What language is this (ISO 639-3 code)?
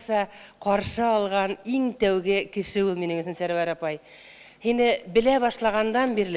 bak